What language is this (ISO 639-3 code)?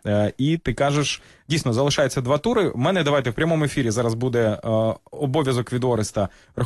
ukr